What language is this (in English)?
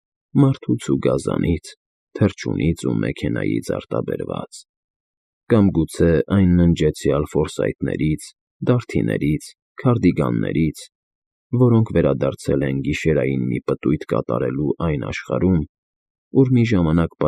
Armenian